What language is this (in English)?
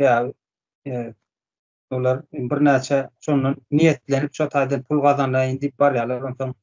Turkmen